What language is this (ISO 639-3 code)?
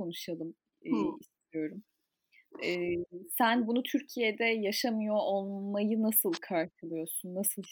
tur